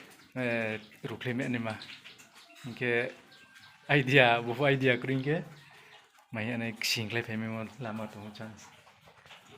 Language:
Riang (India)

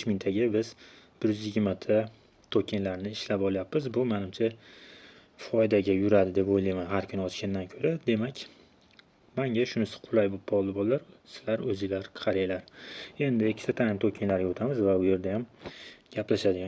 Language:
Uzbek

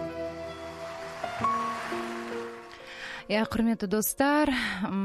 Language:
Kazakh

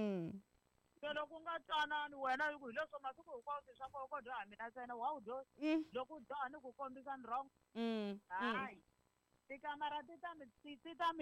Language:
Tsonga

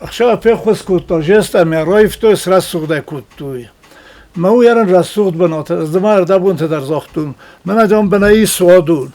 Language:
Ossetic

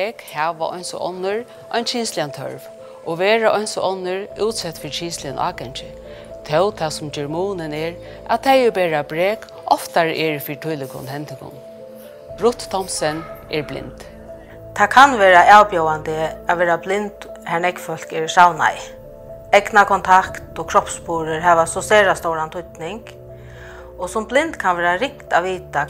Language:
Faroese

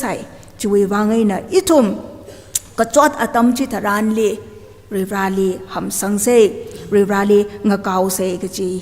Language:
Tangkhul Naga (India)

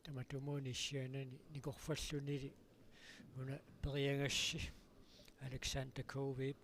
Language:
Kalaallisut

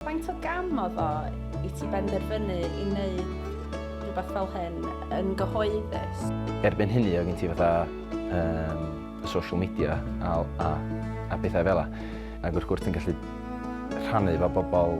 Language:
Welsh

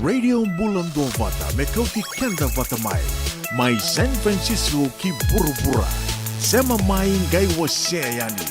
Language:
Fijian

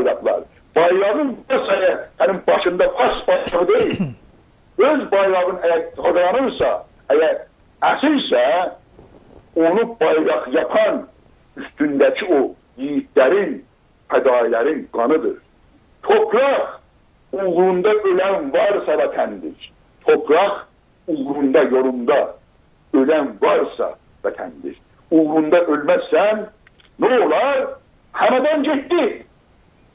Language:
South Azerbaijani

